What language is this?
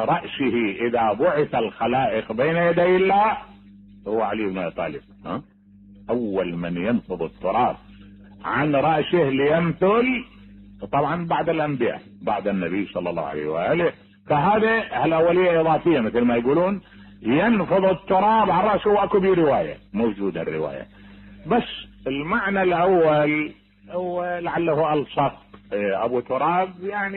Mesopotamian Arabic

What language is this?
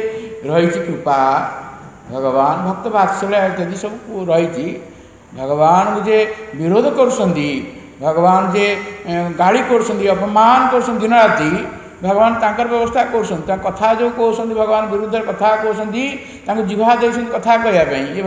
Odia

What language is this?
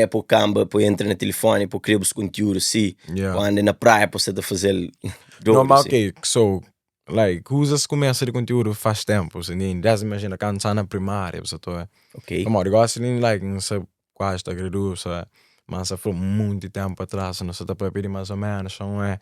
Kabuverdianu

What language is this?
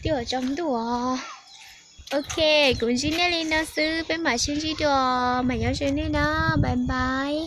Hmong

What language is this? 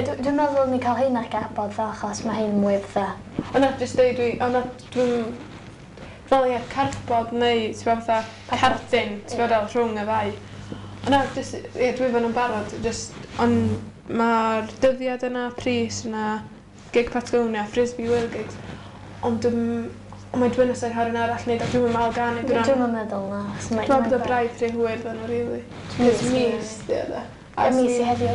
Welsh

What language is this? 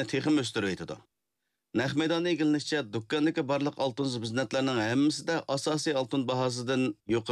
Uyghur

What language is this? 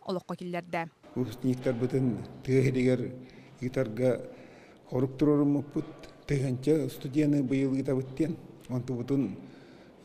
Yakut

